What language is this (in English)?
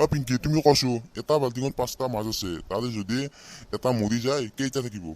Assamese